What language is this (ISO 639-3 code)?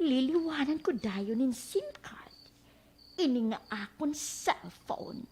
war